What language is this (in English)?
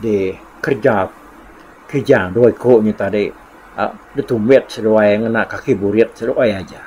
Iban